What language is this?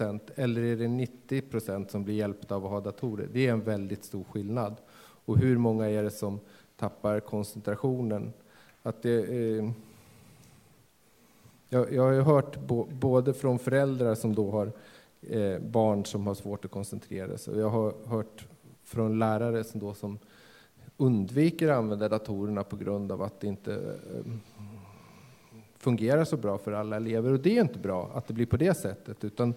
Swedish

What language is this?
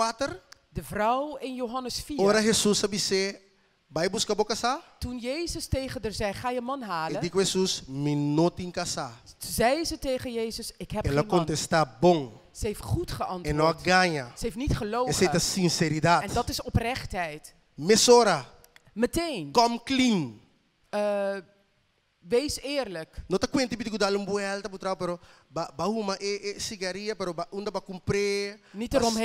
Papiamento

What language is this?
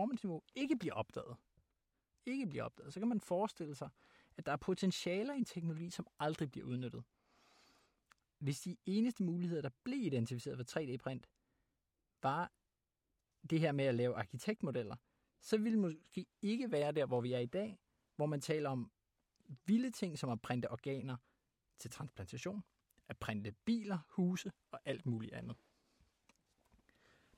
Danish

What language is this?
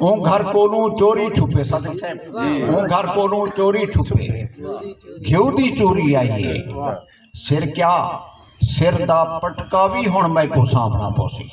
Saraiki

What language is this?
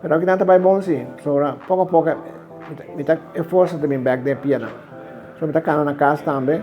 Papiamento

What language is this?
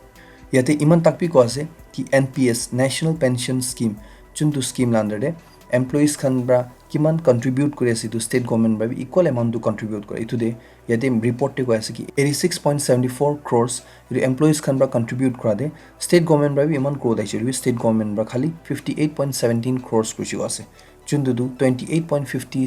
Naga Pidgin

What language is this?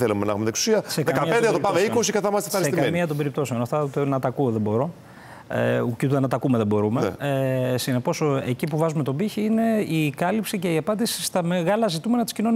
Greek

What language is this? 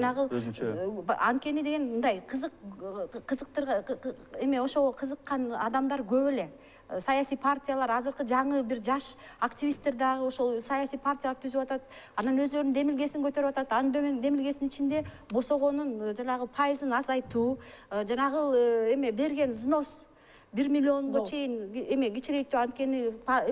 Kyrgyz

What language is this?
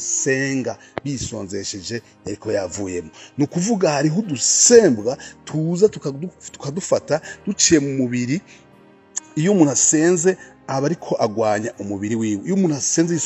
Rundi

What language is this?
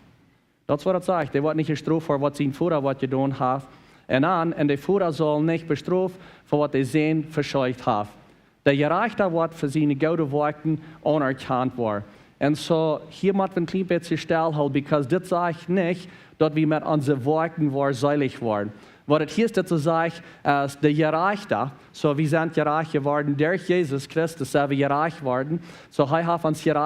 Plautdietsch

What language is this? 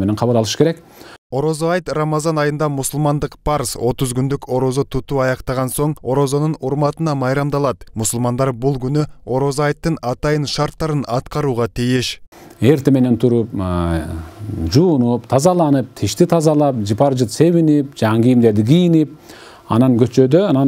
Kyrgyz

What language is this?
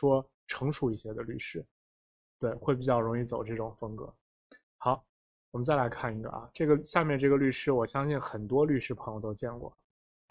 Chinese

